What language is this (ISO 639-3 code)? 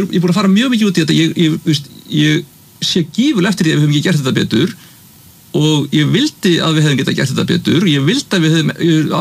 isl